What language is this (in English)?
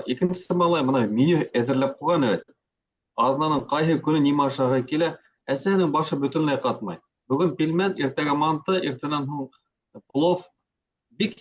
Bashkir